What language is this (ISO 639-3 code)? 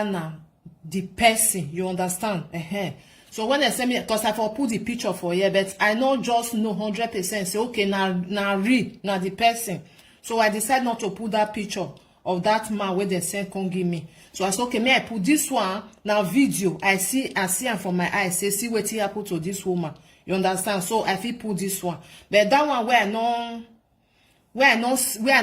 pcm